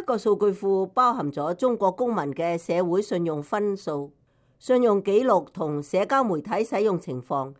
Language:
Cantonese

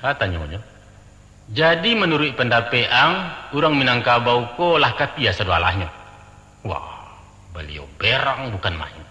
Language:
Minangkabau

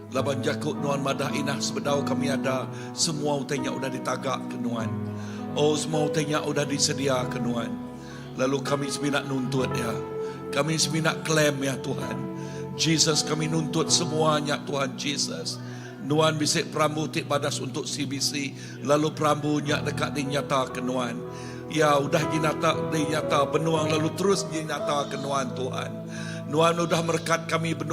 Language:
Iban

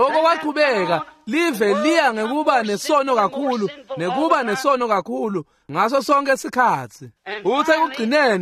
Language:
Swati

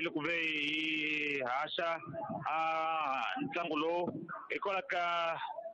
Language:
Tsonga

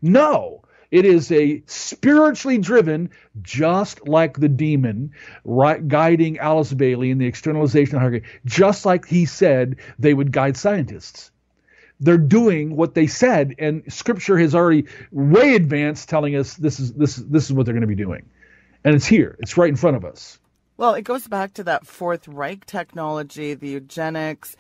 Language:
English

